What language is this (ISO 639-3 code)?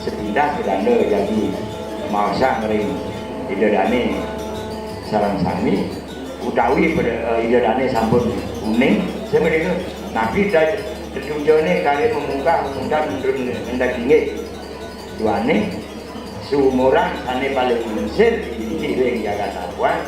ban